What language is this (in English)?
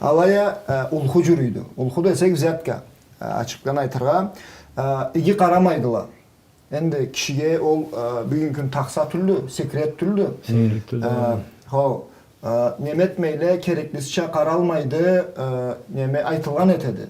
Karachay-Balkar